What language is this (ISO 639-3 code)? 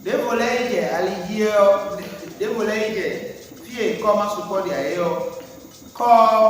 fon